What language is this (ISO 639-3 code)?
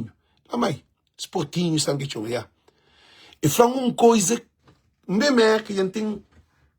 kea